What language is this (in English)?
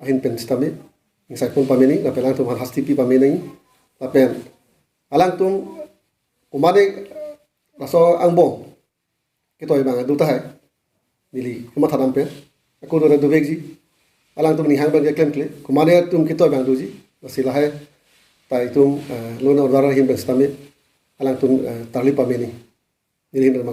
Karbi